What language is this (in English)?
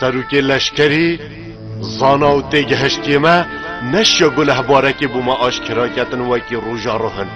Kurdish